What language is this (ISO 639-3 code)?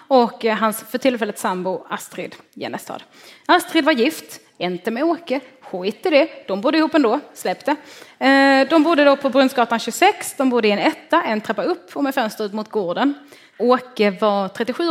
swe